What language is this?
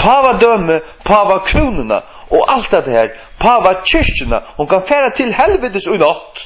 Faroese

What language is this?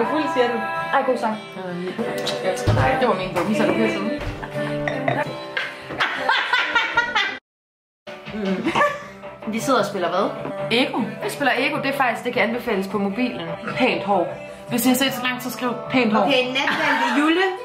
Danish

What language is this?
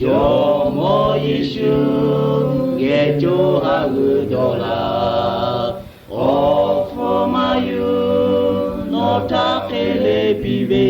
Lahu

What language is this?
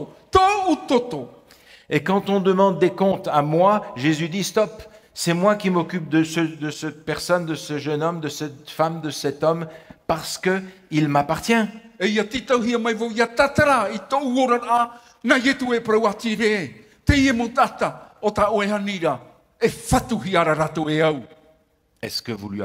Tahitian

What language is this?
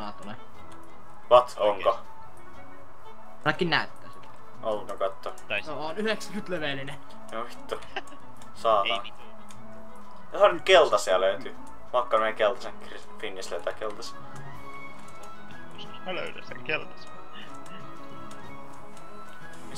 Finnish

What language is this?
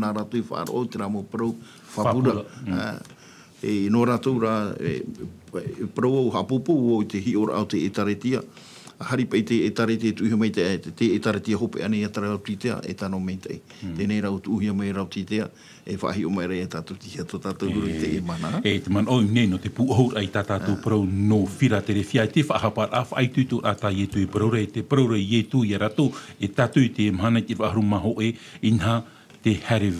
Tahitian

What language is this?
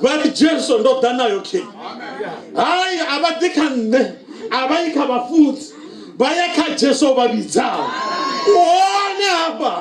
Venda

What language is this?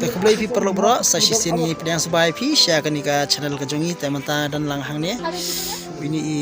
Khasi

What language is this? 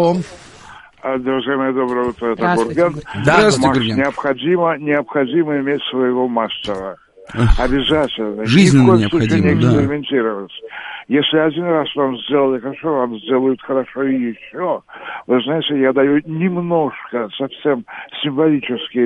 Russian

